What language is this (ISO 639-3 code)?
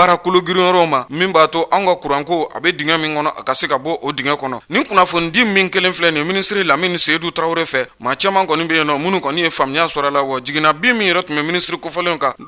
bam